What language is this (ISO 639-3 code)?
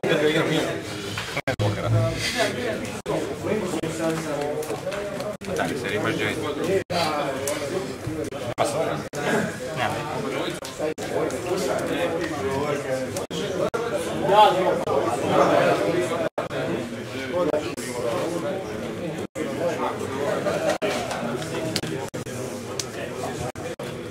hrv